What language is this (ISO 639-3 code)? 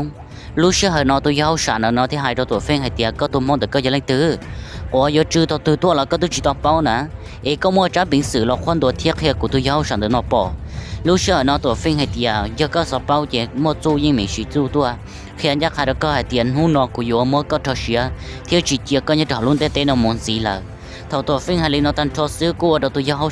hmn